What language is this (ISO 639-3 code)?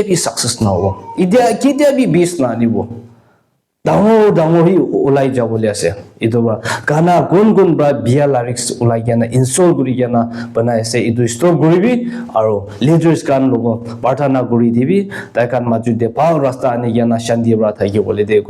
nag